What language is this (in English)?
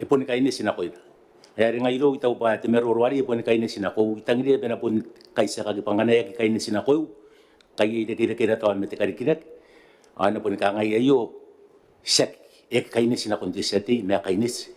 Gilbertese